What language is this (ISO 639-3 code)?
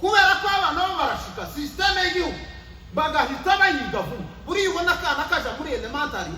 kin